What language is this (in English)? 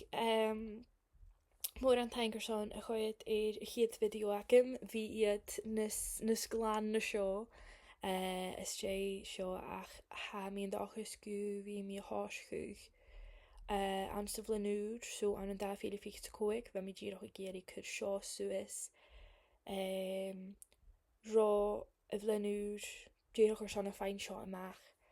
Scottish Gaelic